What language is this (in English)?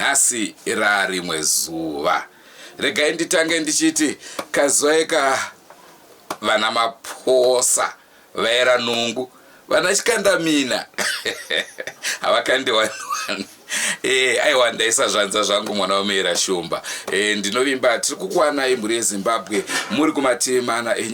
Shona